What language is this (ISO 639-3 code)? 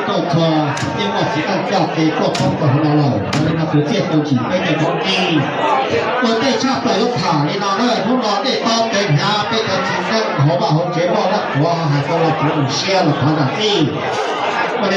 hmn